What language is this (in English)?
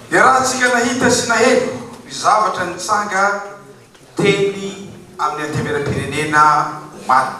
Malagasy